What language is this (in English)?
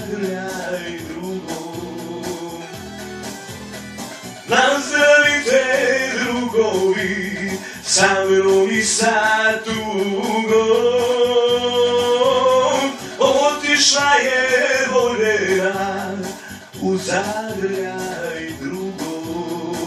Serbian